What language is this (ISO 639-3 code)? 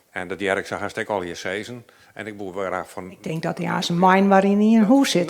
fry